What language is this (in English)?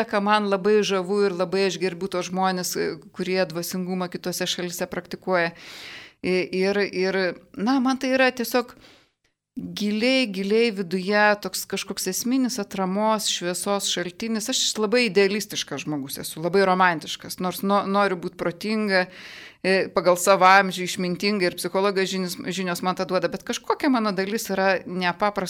Lithuanian